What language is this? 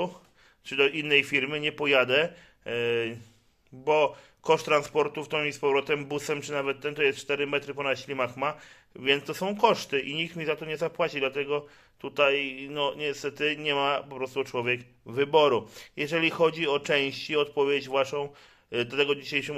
Polish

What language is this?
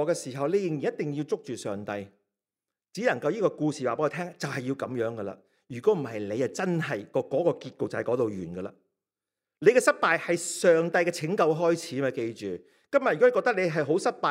Cantonese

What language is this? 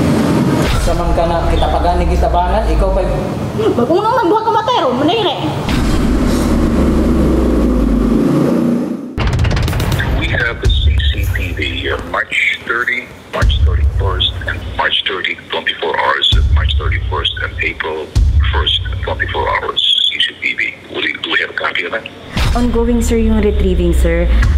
Filipino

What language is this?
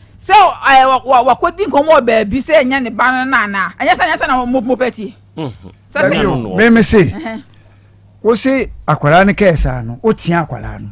Akan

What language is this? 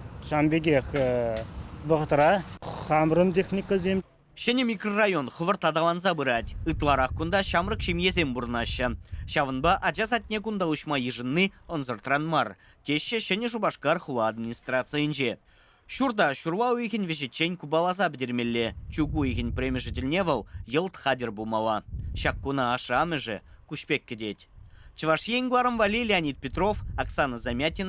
Chuvash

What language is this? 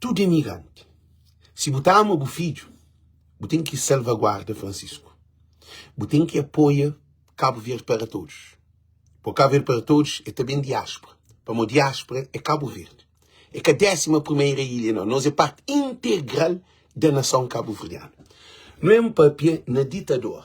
Kabuverdianu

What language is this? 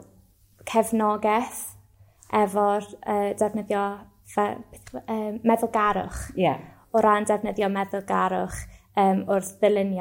Welsh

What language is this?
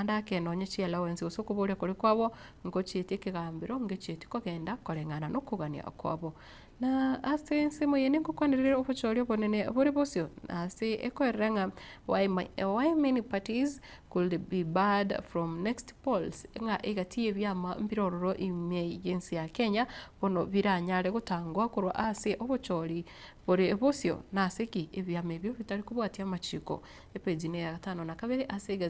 Gusii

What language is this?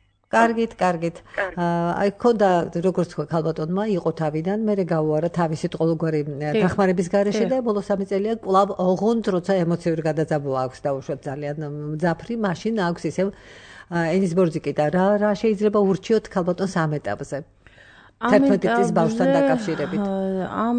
Georgian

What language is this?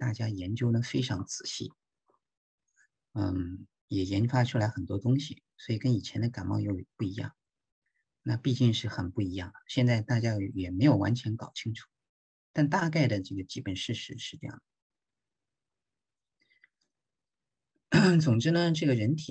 Chinese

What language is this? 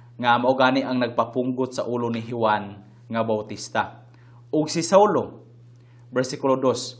Cebuano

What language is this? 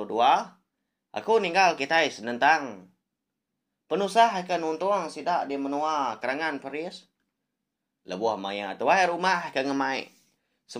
Iban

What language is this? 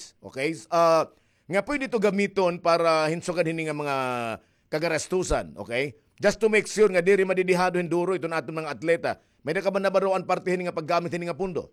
Waray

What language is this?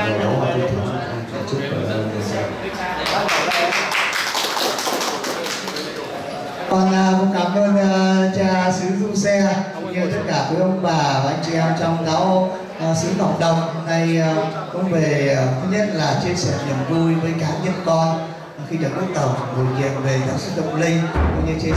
Vietnamese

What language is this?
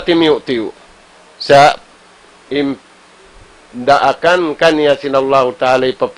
Tausug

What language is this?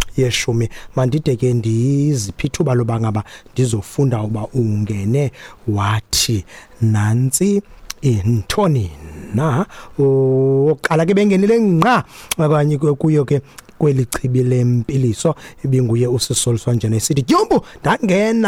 Xhosa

